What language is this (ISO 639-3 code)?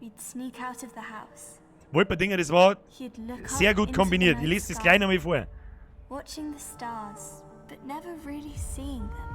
bar